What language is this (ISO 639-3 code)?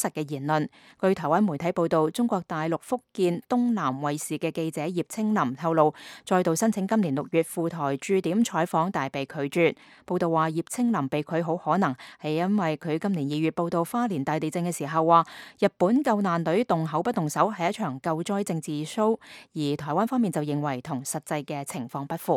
yue